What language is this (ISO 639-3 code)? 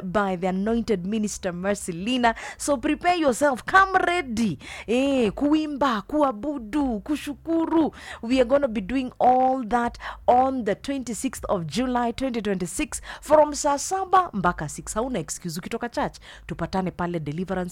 swa